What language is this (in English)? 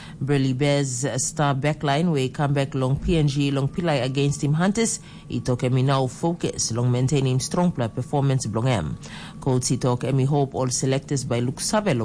Tok Pisin